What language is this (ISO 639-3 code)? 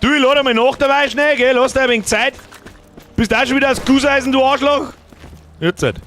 bar